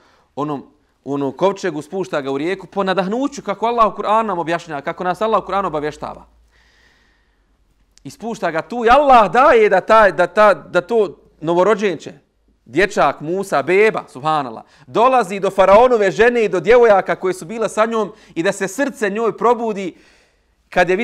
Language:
Bosnian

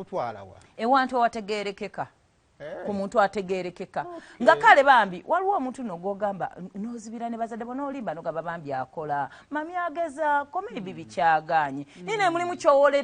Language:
Ganda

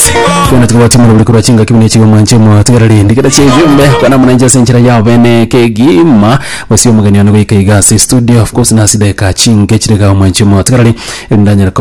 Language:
Gusii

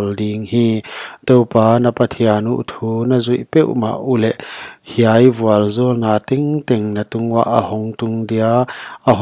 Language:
Paite Chin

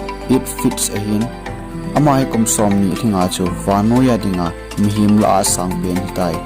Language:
Thado Chin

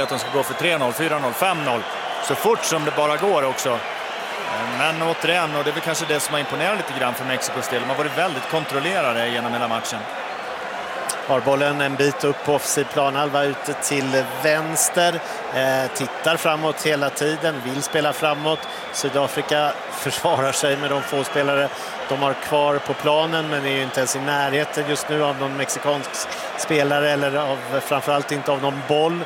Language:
Swedish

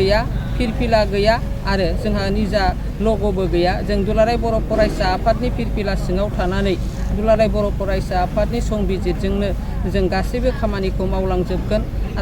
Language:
Bodo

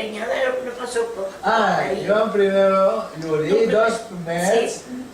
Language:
Ladino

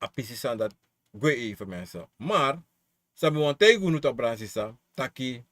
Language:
Sranan Tongo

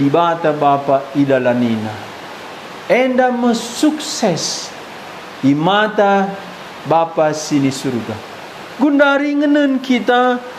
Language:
Batak Karo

